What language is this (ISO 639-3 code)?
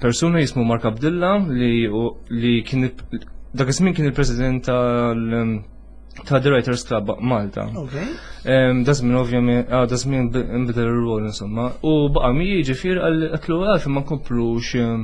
mlt